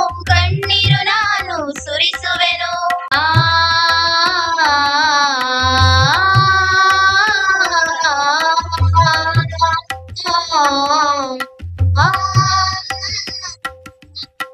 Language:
Kannada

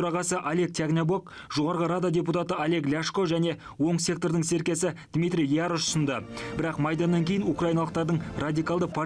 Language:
Kazakh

